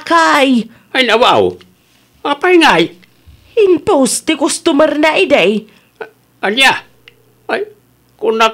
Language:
Iloko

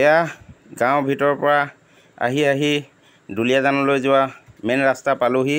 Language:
Assamese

